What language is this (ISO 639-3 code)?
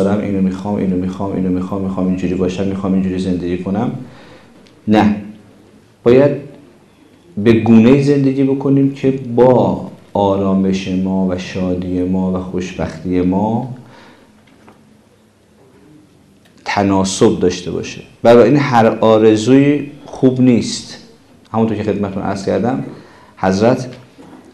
fas